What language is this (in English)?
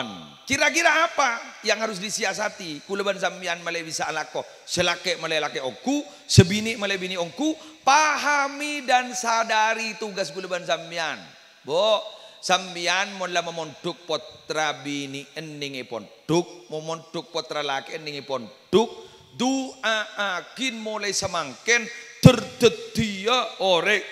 Madurese